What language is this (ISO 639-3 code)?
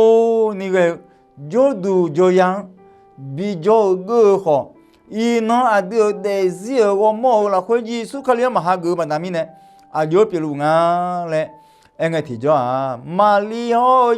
ahk